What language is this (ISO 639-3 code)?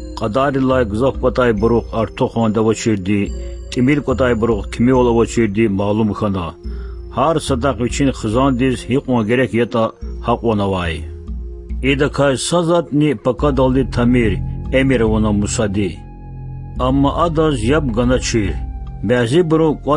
lez